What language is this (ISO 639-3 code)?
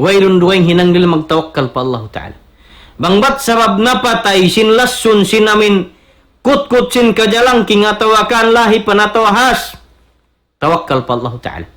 tsg